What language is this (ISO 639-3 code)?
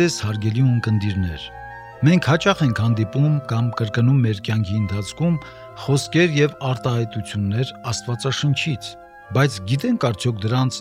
hye